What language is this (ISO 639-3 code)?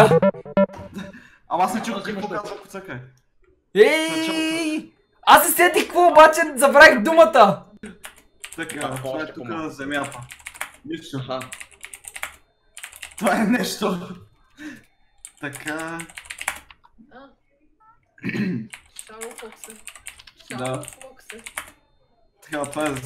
bul